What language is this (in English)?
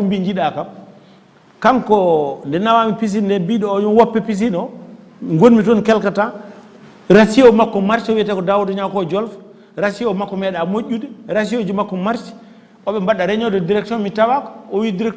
Fula